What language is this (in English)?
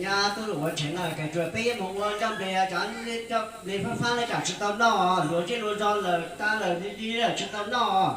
Hmong